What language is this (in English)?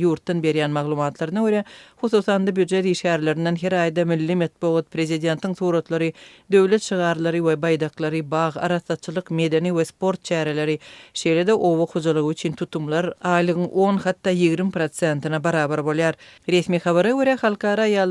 Turkmen